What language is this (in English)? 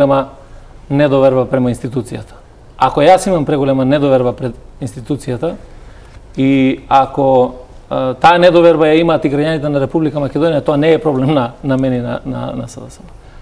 Macedonian